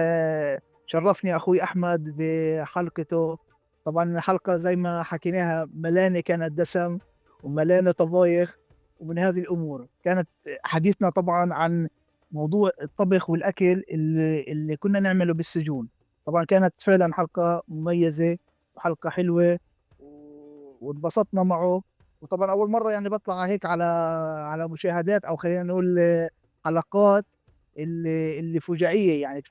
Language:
North Levantine Arabic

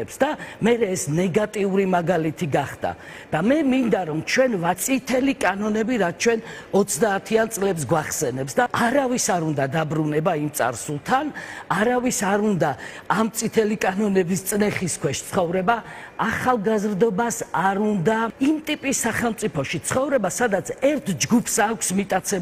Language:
Georgian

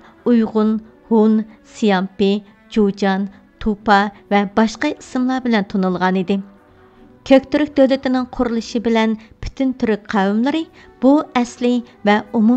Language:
Uyghur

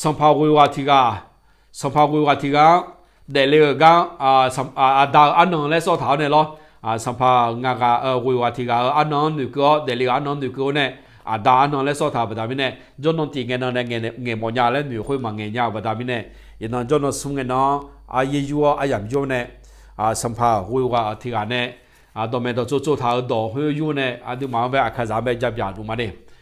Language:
Akha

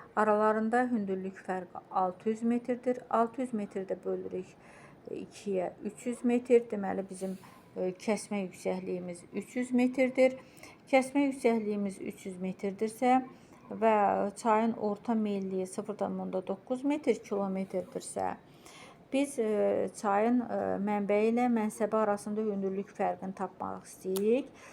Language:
Azerbaijani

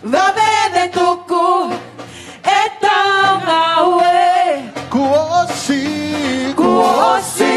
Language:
Tongan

